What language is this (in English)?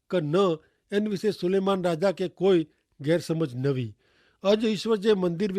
Kachhi